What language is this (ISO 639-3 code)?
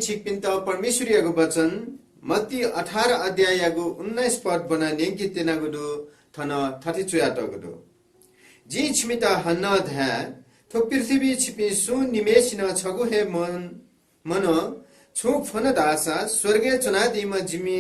new